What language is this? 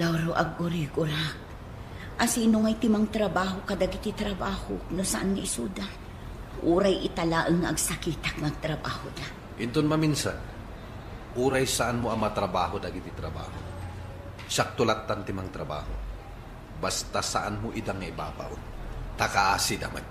Iloko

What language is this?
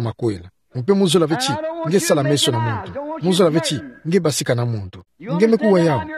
Kituba (Democratic Republic of Congo)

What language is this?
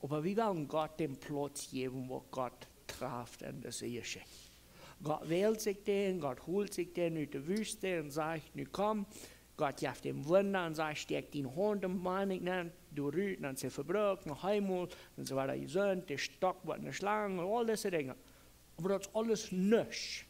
Plautdietsch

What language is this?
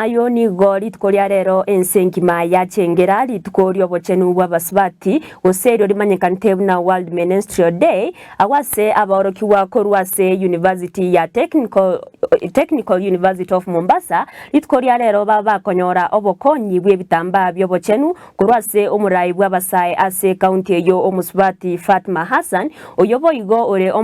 Gusii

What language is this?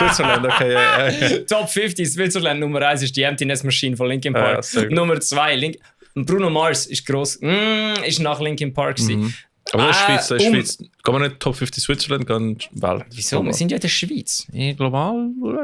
Swiss German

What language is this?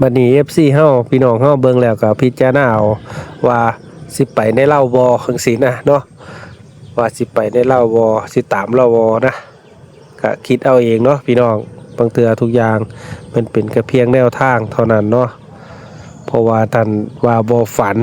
Northeastern Thai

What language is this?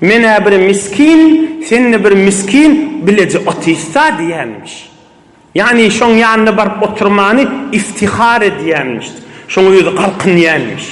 Turkmen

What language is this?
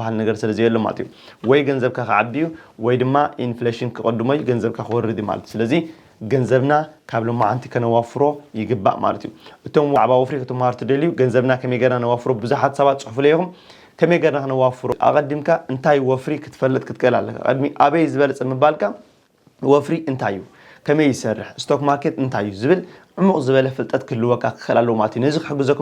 Tigrinya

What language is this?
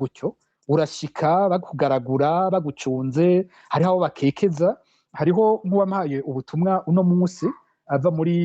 Rundi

